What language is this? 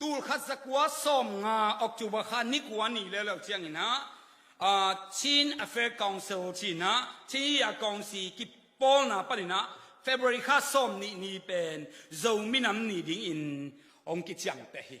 Tedim Chin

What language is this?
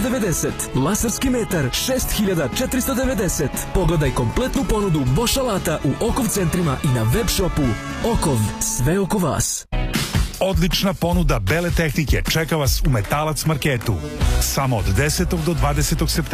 Serbian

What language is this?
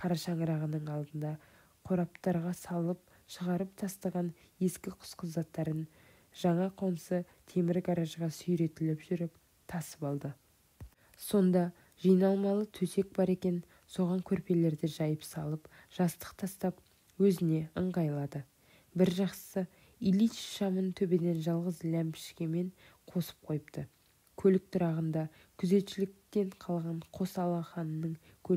Kazakh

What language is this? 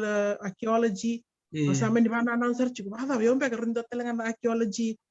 Fijian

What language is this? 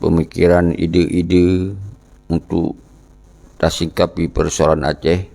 Achinese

